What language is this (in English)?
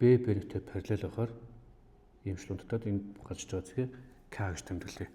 Mongolian